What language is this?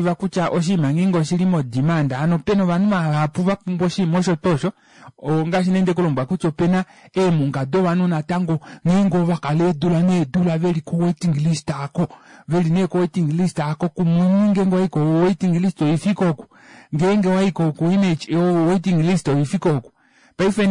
Kuanyama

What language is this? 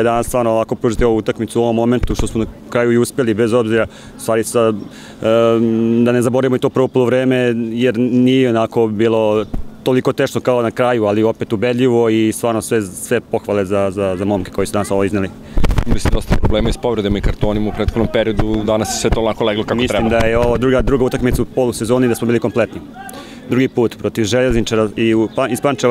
Serbian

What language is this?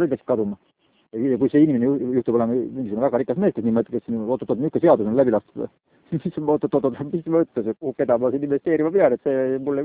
Estonian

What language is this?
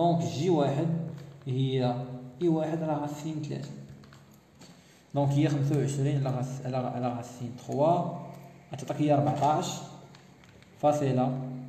Moroccan Arabic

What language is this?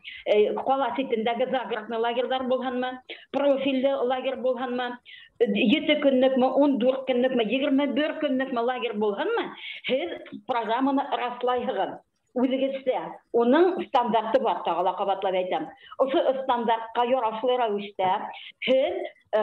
Bashkir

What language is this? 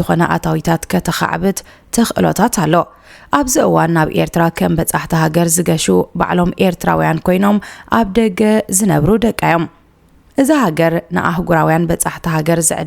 Tigrinya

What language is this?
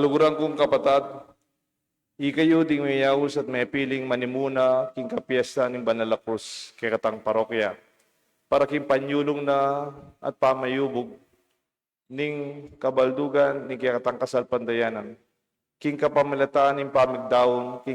Pampanga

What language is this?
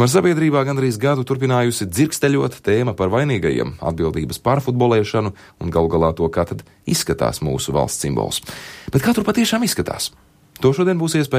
Latvian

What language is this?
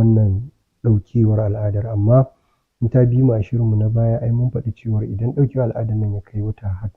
Hausa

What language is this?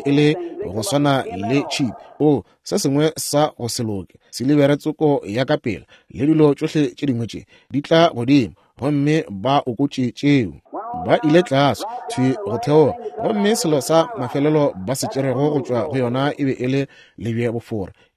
Northern Sotho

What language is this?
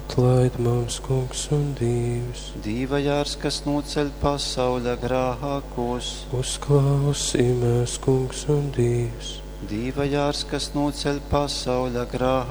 Latgalian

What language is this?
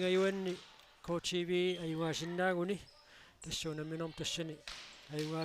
Kalaallisut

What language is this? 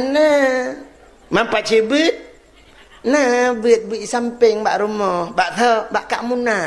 Achinese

